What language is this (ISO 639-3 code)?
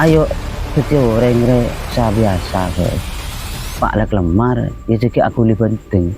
mad